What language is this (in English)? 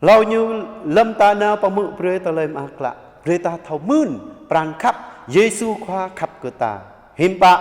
Jarai